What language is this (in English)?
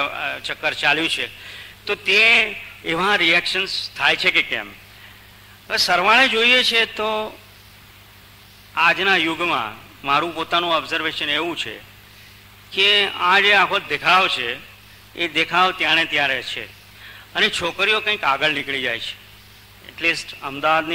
Gujarati